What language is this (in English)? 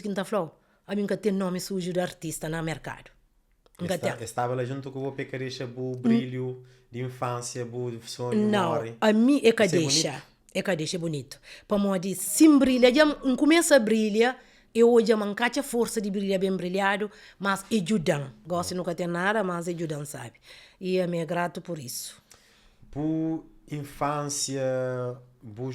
Kabuverdianu